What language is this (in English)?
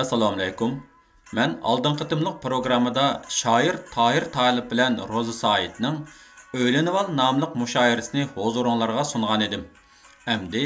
Uyghur